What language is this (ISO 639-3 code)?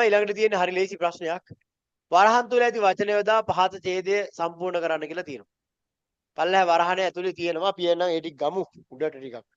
sin